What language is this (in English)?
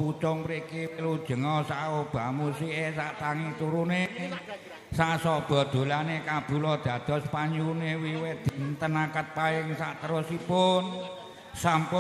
Javanese